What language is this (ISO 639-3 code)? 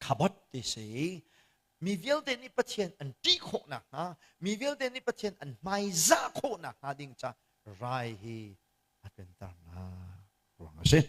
cnh